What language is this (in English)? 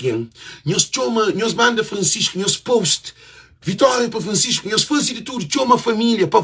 Kabuverdianu